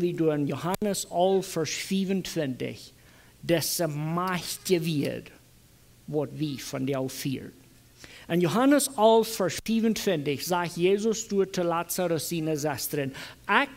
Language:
Plautdietsch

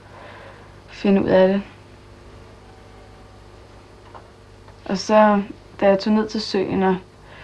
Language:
Danish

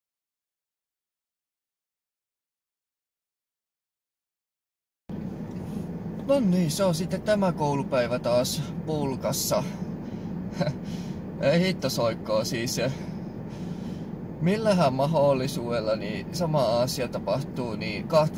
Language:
Finnish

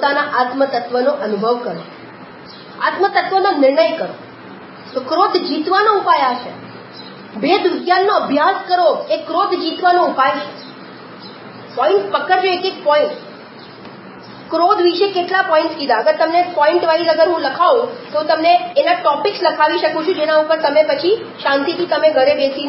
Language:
Gujarati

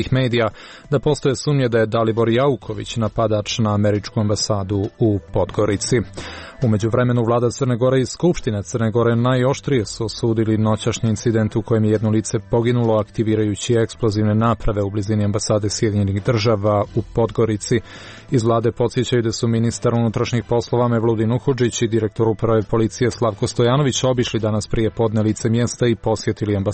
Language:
Serbian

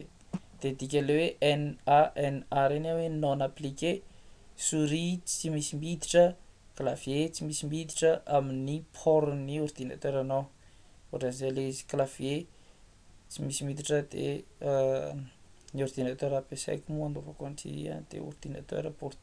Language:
Malagasy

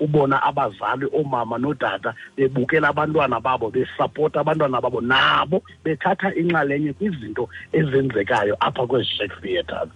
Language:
Xhosa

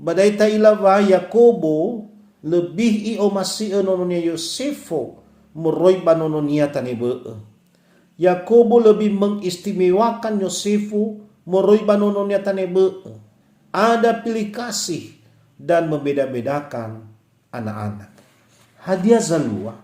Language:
Nias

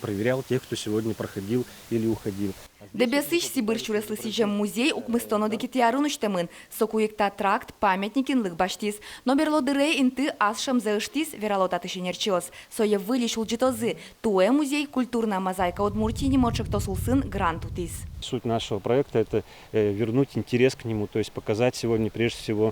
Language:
Udmurt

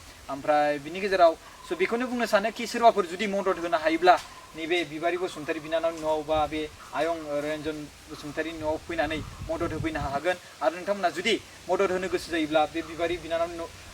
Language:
Bodo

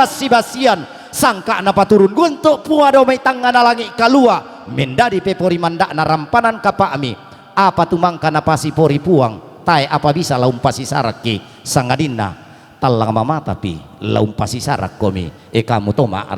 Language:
Toraja-Sa'dan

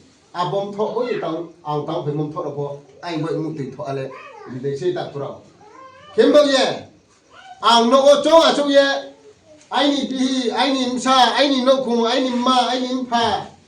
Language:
Riang (India)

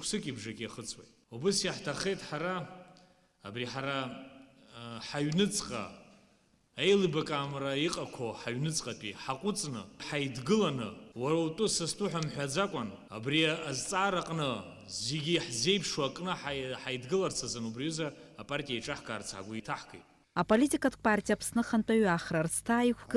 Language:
Abkhazian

